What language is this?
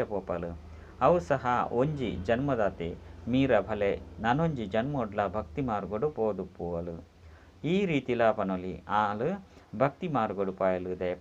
Tulu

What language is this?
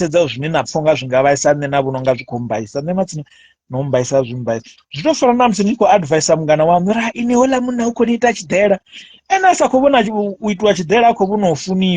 Venda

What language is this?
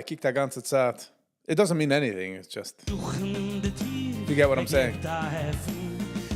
Yiddish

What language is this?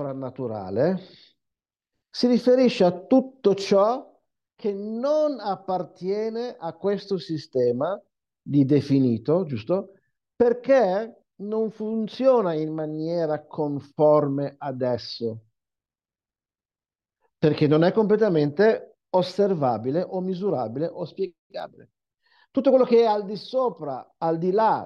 Italian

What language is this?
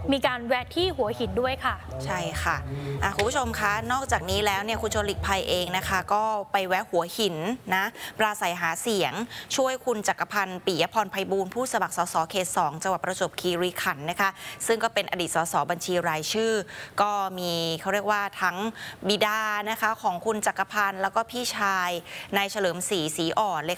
Thai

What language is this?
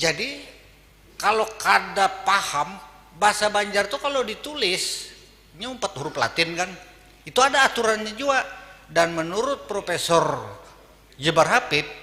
Banjar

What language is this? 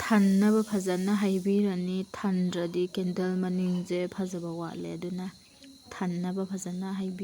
Manipuri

